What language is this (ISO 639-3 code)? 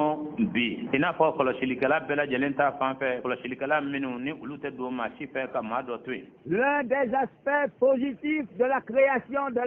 bam